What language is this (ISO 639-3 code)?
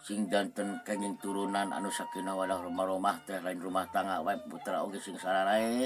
sun